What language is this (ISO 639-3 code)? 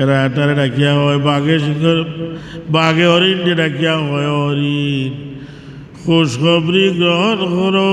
syl